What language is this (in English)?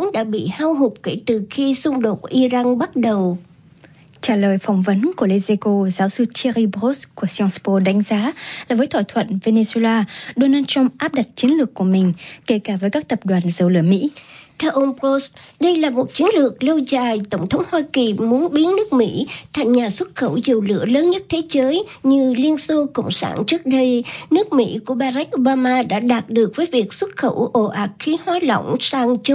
Vietnamese